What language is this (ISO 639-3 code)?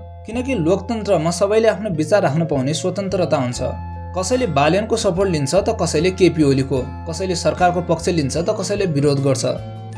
nep